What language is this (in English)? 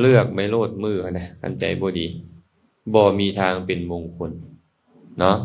Lao